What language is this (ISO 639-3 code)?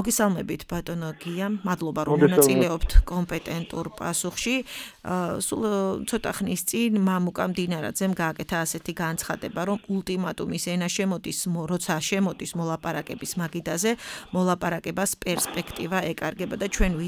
kat